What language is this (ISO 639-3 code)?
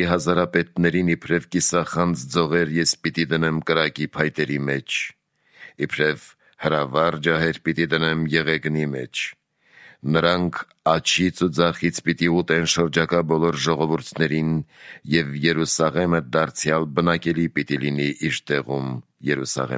hye